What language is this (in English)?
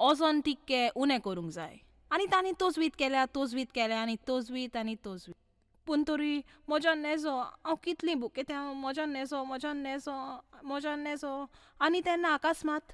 Konkani